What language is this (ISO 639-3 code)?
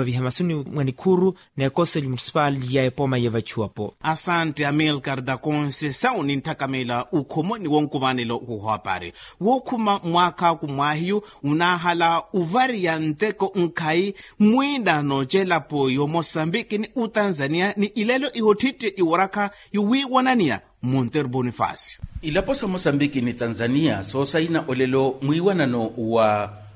vmw